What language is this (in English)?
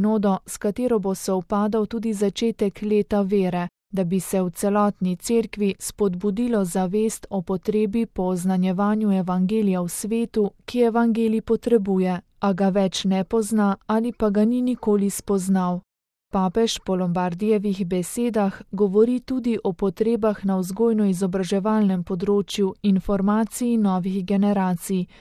Slovenian